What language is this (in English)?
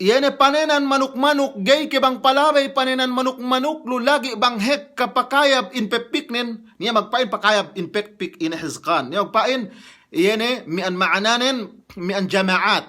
Yakan